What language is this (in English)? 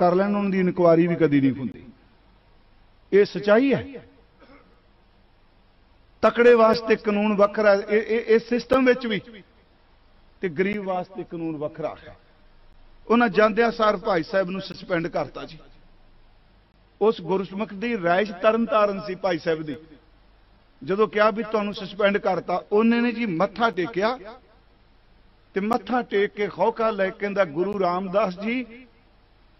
Punjabi